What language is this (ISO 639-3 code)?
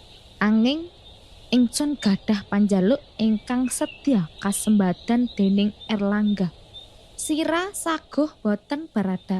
jav